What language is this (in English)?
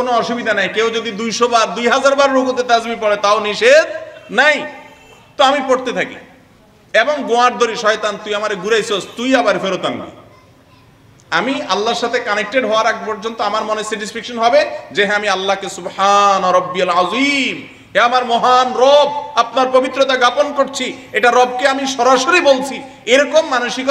Bangla